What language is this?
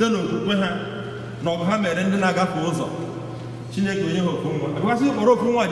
Igbo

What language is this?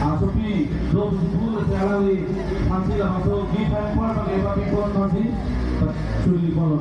Karbi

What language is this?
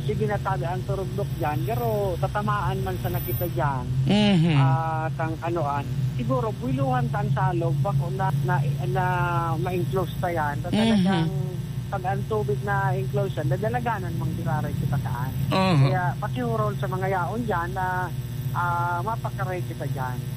Bikol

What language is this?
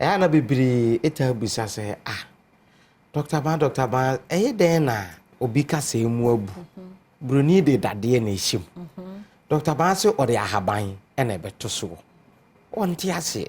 Akan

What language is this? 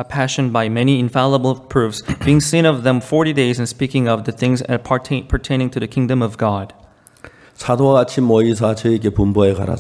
Korean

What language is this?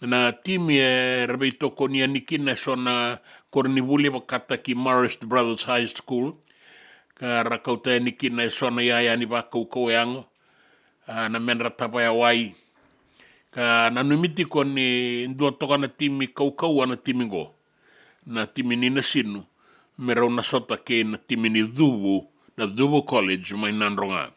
Fijian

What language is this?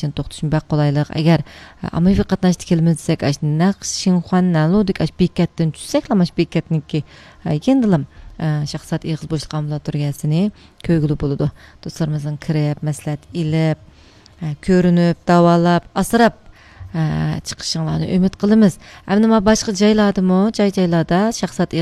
Uyghur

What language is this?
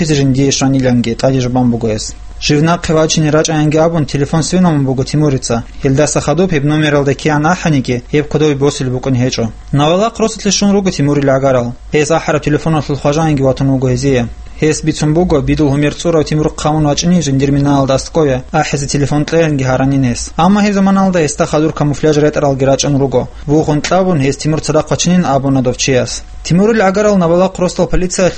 Avaric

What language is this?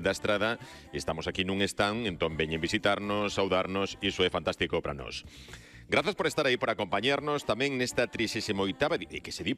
Galician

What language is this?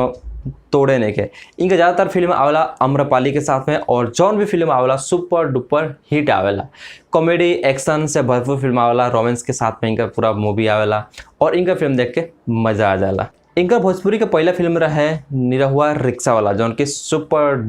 Bhojpuri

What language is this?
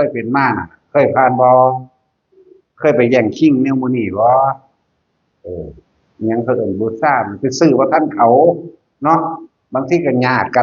Northeastern Thai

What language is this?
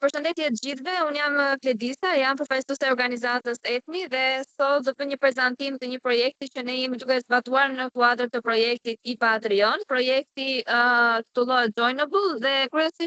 Albanian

